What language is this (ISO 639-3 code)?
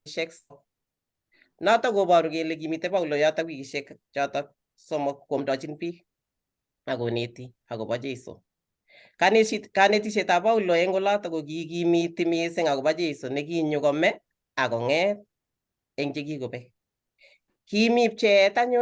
kln